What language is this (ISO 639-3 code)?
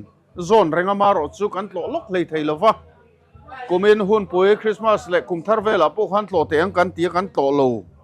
lus